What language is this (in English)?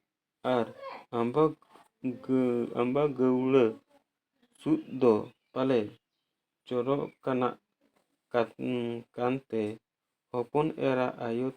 Santali